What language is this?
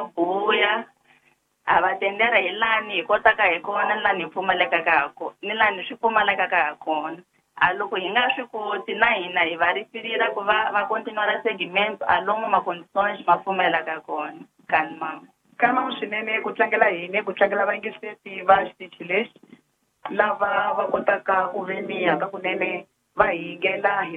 Tsonga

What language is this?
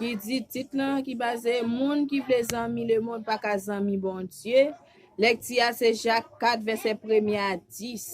Haitian Creole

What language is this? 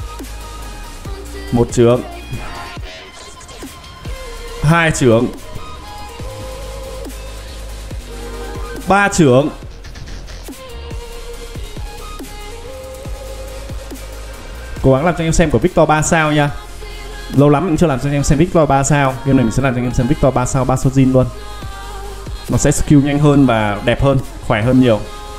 Vietnamese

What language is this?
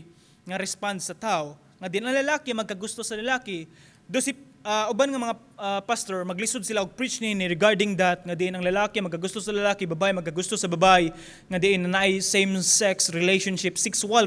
Cebuano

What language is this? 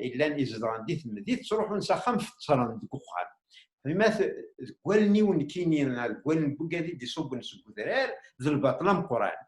Kabyle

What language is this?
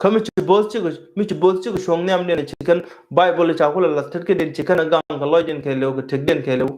Nuer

